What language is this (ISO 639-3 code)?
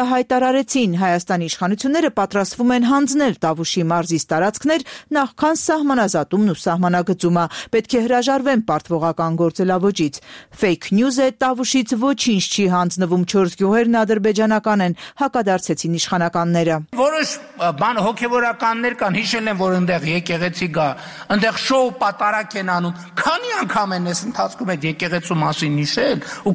hye